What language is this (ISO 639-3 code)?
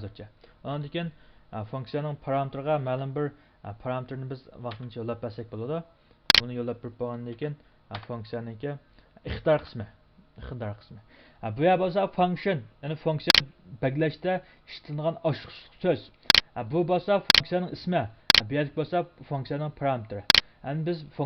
uig